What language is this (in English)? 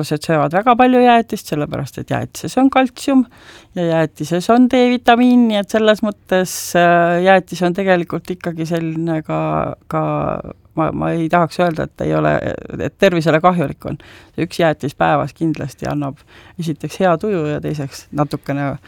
Estonian